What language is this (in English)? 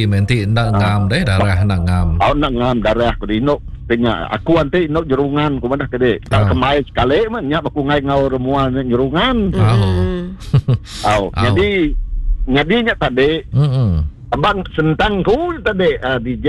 Iban